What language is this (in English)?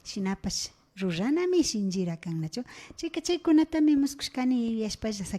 Imbabura Highland Quichua